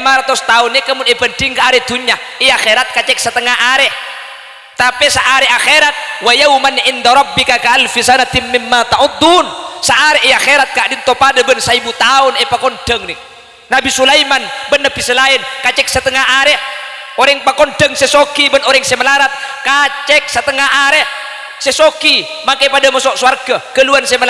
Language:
Madurese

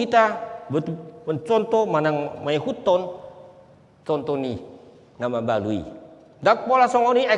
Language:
Batak Toba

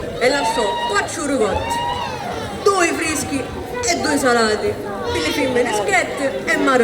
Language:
Sicilian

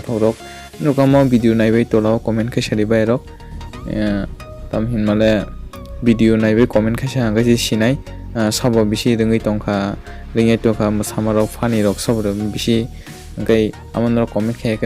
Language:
Kok Borok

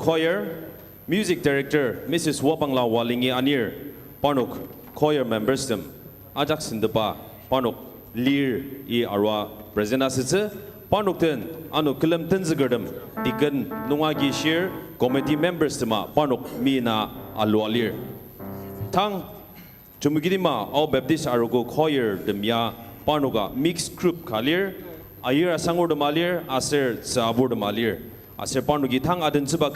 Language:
Ao Naga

